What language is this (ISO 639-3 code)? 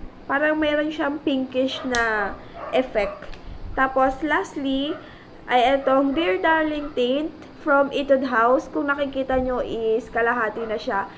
fil